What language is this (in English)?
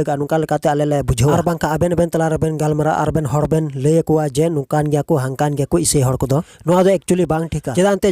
Santali